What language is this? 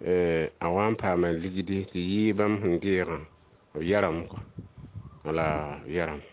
Mossi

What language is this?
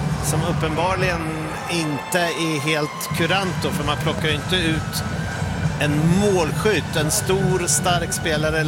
Swedish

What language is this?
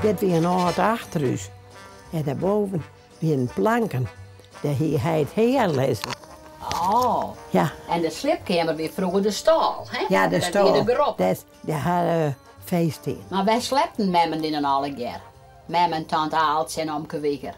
Western Frisian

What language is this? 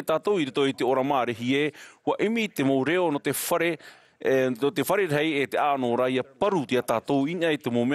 Tahitian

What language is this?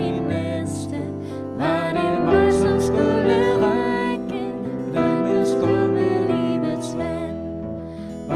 Danish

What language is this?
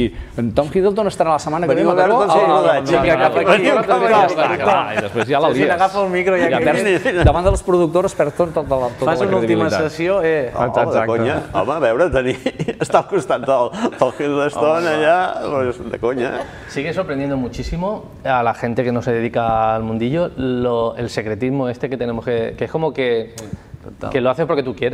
Catalan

